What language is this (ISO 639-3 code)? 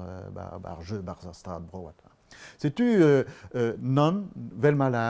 bre